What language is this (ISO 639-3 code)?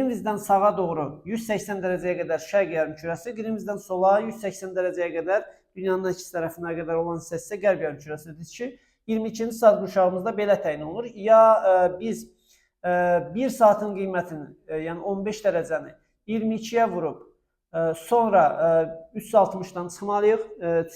aze